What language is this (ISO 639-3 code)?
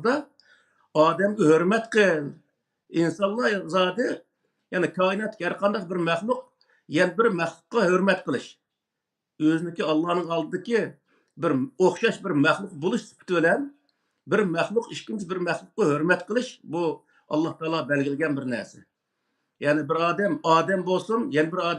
uig